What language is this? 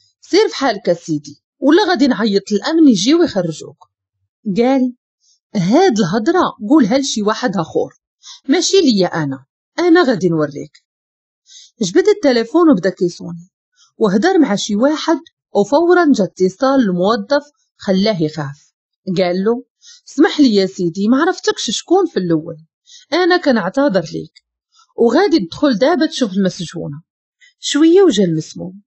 Moroccan Arabic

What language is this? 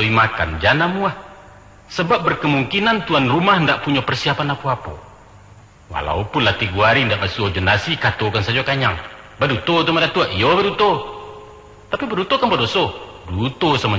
Minangkabau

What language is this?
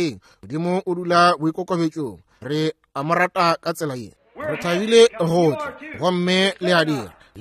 Northern Sotho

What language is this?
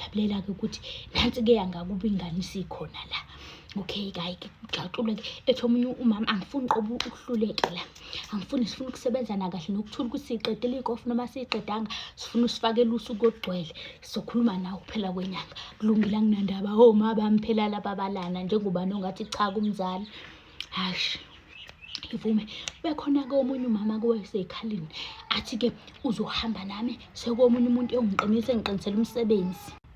Zulu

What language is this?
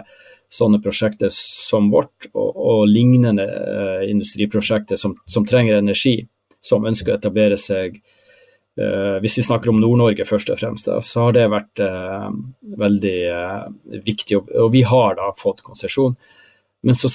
Norwegian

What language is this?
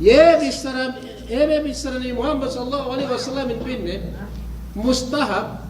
Yakan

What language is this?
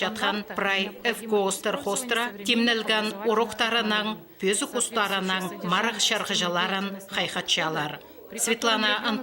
Khakas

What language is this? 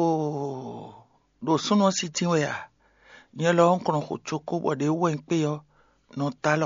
Fon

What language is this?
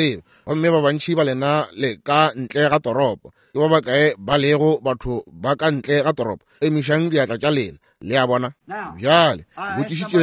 Northern Sotho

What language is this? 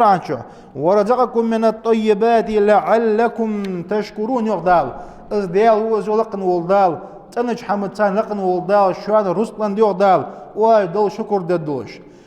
Ingush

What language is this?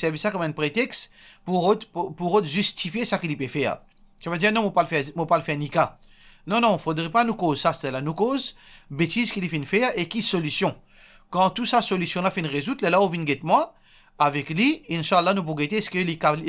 Morisyen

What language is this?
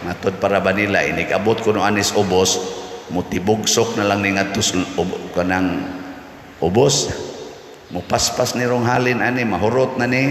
Cebuano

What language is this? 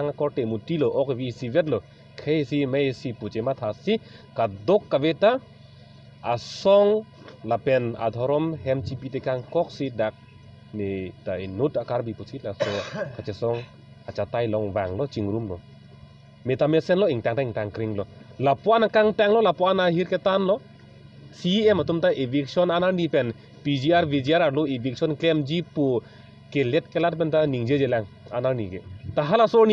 Karbi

